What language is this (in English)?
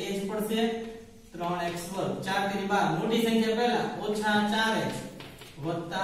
Gujarati